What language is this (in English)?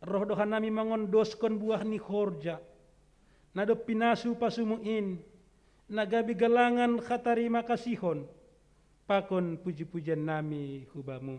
Batak Simalungun